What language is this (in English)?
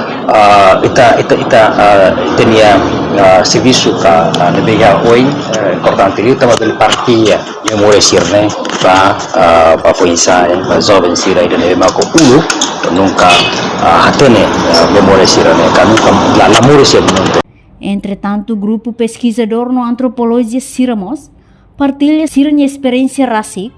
Tetum